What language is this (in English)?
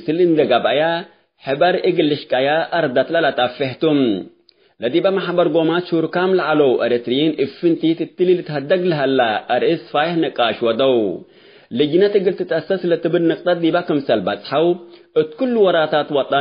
Tigre